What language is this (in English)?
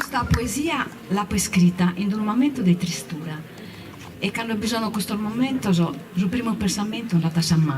Sardinian